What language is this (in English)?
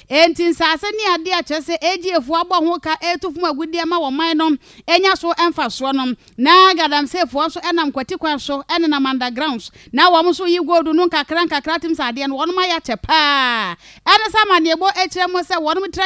Akan